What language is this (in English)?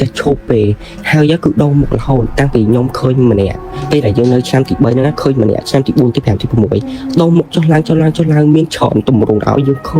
Khmer